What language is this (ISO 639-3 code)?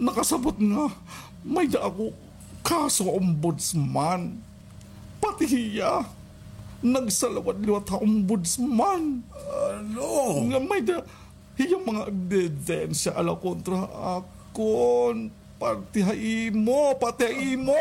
war